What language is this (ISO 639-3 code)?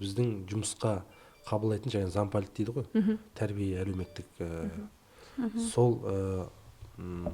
kaz